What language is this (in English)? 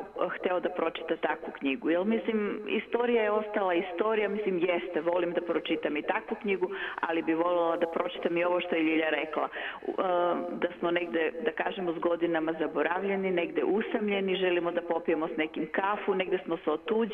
Serbian